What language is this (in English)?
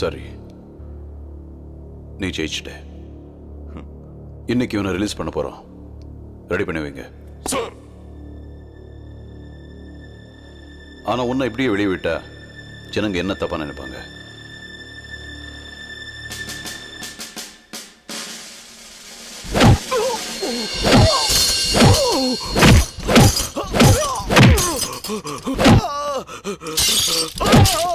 Tamil